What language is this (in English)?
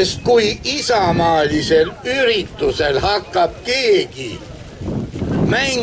Estonian